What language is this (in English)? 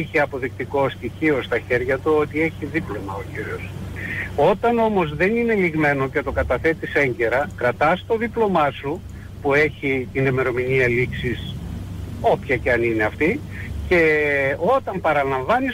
Greek